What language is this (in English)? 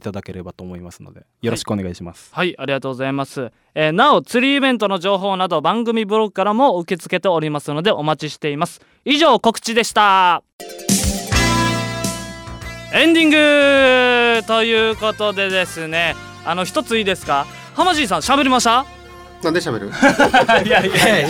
Japanese